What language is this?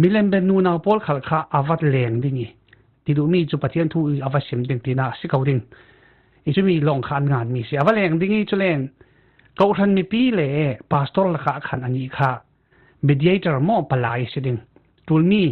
Falam Chin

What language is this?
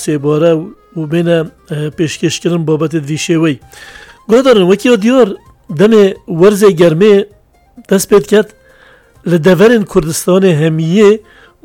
Kurdish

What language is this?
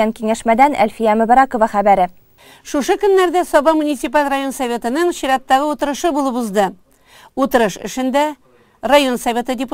Tatar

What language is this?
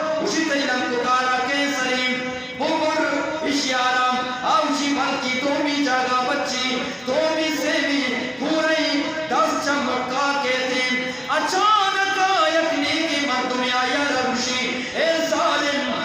Eastern Balochi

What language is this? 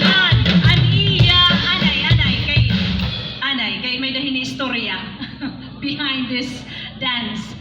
Waray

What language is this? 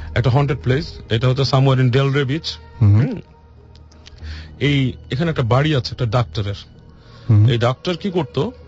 Bangla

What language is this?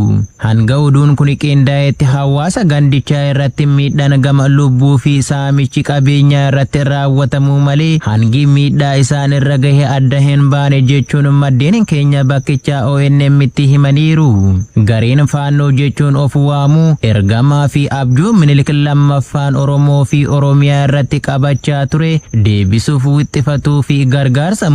Oromo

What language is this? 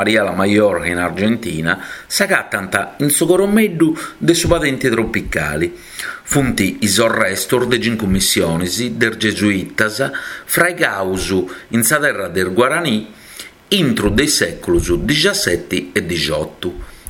Sardinian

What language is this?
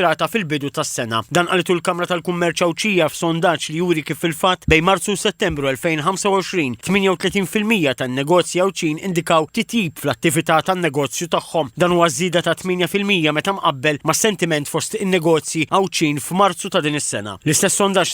Maltese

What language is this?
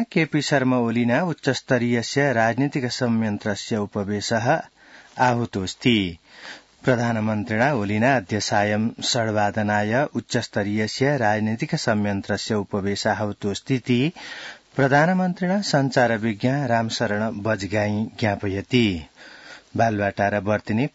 Sanskrit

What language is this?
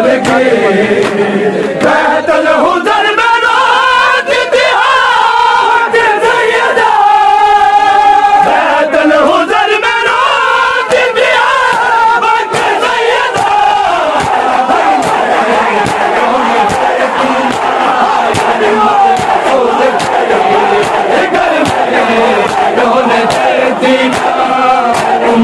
Urdu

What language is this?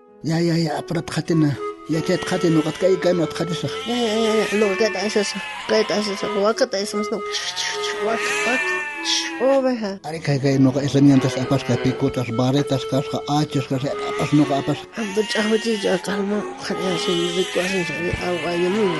South Bolivian Quechua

